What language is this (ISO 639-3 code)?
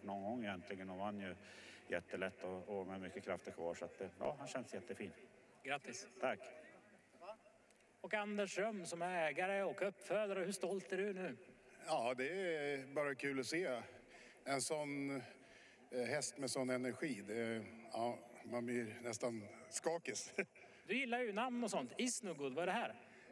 swe